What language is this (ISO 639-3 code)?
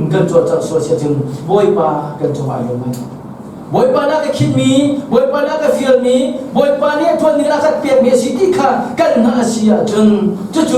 cnh